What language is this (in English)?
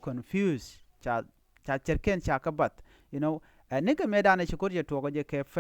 Nuer